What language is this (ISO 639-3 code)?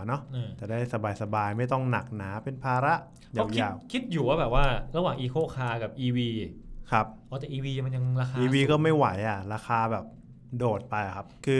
tha